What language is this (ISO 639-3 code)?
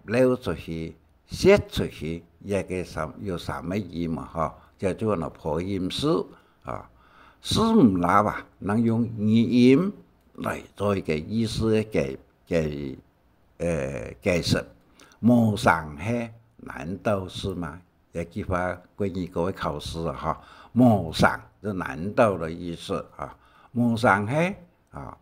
hak